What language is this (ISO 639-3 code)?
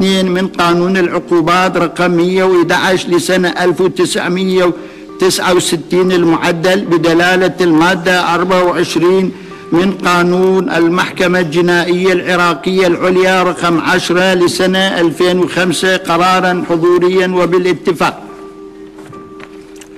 ara